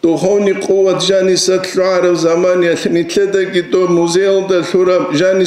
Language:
Avaric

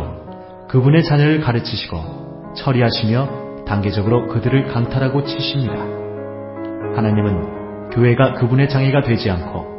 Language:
Korean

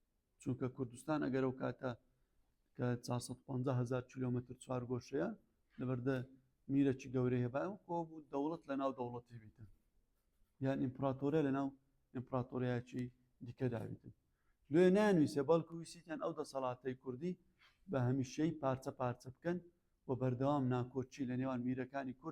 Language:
Central Kurdish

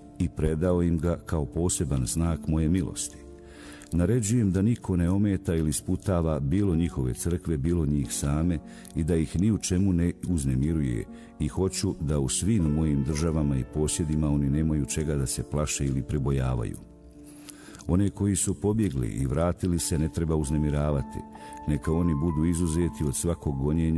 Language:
Bosnian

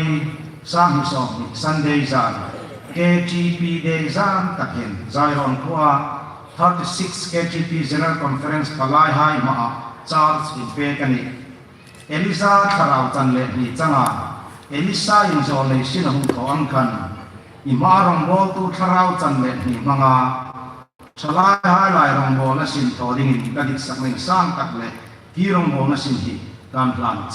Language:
Hmar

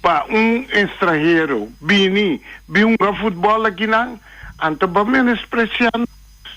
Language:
Papiamento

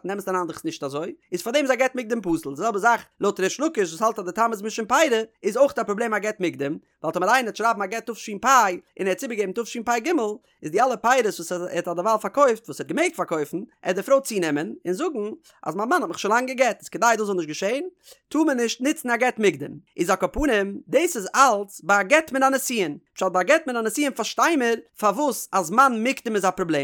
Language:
Yiddish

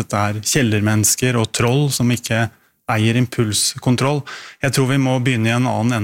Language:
Norwegian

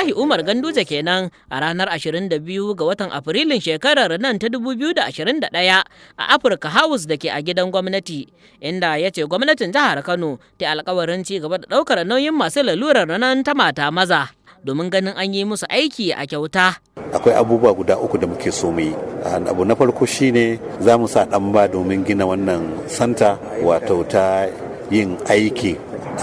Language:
Hausa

